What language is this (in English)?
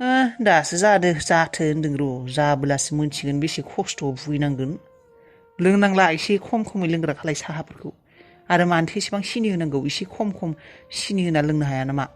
Bodo